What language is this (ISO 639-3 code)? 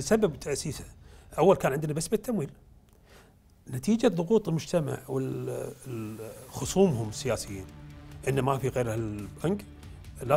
afb